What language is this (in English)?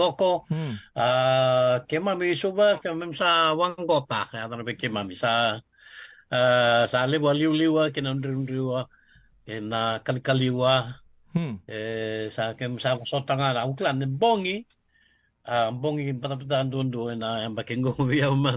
Fijian